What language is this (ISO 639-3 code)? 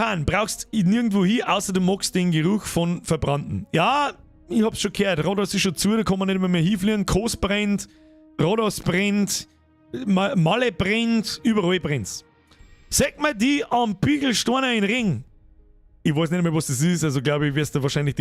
bar